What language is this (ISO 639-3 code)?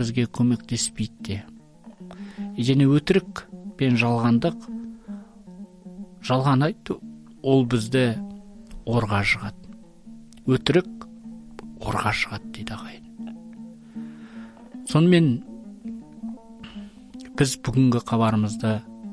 kaz